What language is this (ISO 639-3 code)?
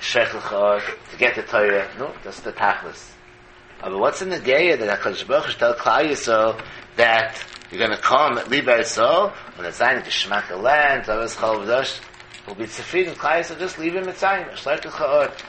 yid